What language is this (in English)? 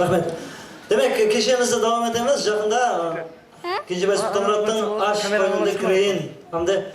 Kara-Kalpak